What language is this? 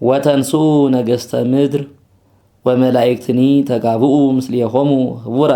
Geez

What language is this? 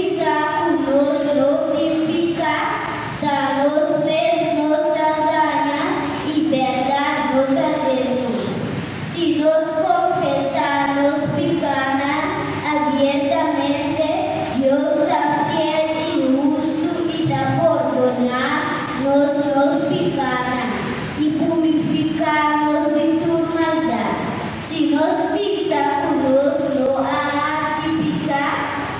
Papiamento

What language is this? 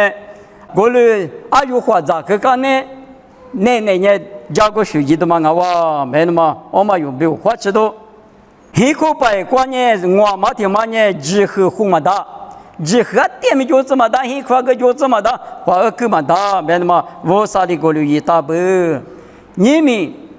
Lisu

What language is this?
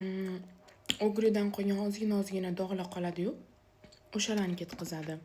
Uzbek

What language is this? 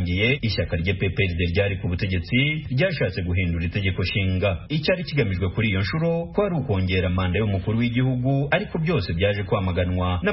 Kinyarwanda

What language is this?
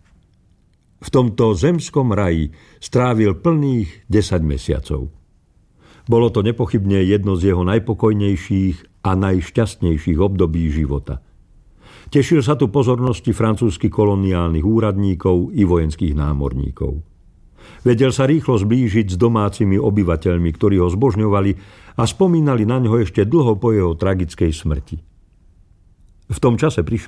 Slovak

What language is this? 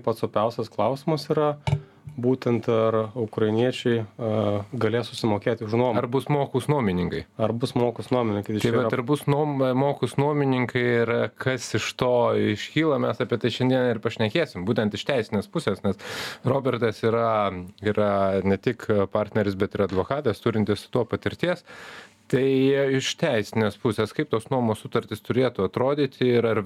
Lithuanian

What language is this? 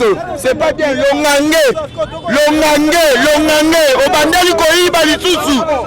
Lingala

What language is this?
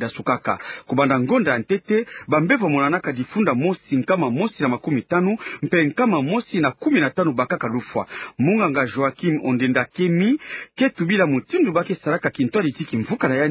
Kituba (Democratic Republic of Congo)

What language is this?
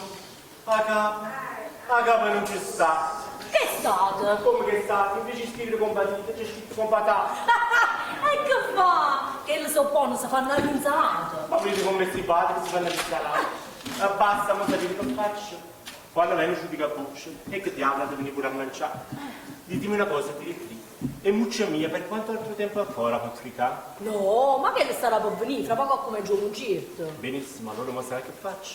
Neapolitan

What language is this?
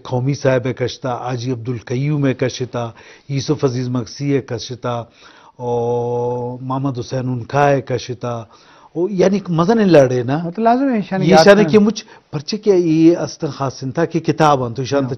Eastern Balochi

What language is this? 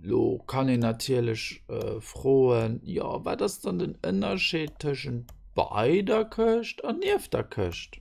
Luxembourgish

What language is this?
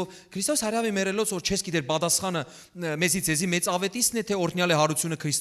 Western Armenian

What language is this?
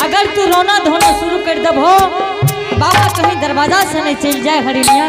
Angika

